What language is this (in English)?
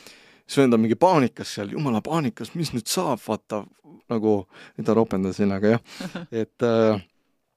Estonian